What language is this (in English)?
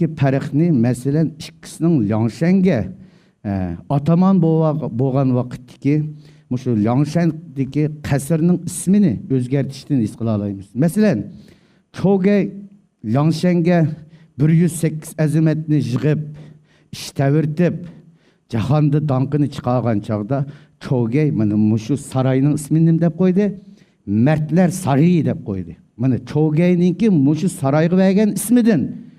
Uyghur